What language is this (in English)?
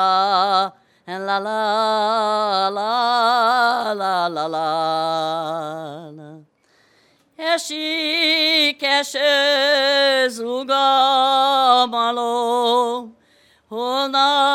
Hungarian